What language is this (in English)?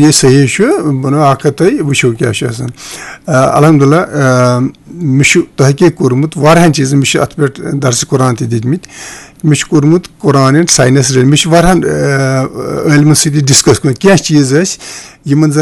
Kashmiri